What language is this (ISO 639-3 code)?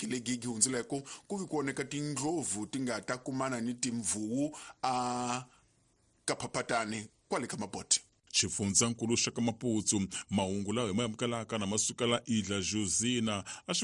tso